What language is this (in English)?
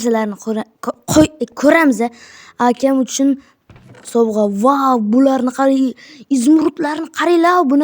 Uzbek